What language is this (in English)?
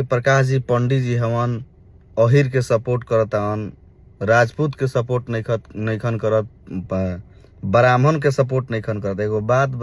Bhojpuri